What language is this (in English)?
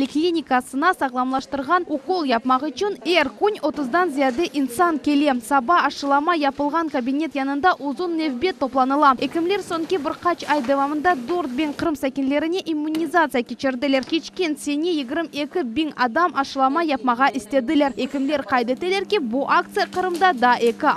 Crimean Tatar